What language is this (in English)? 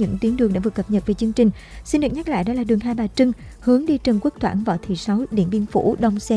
Vietnamese